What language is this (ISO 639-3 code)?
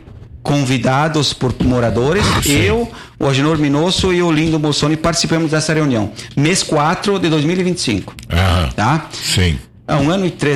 por